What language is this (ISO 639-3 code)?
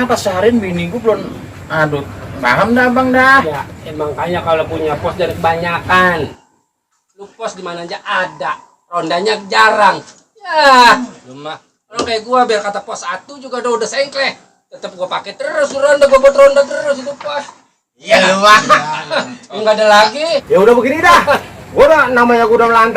bew